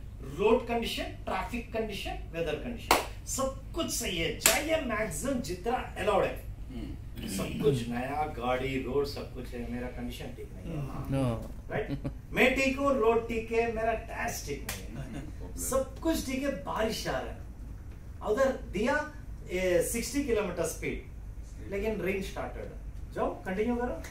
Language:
Hindi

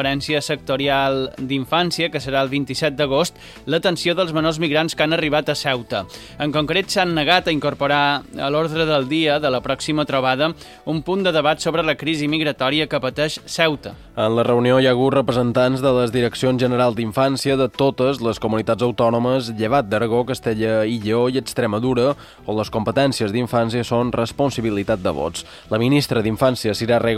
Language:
Catalan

